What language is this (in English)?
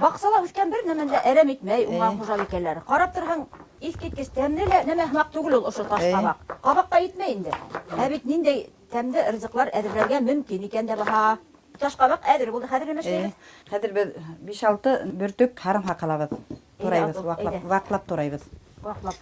Bashkir